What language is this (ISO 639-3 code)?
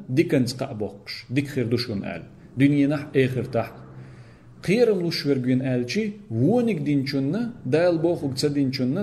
che